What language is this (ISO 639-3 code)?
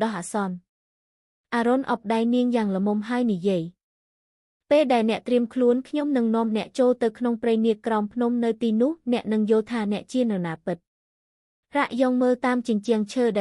khm